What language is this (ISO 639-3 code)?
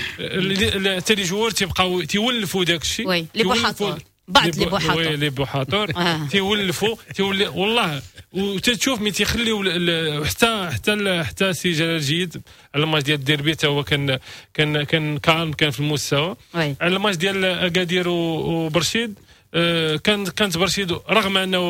ary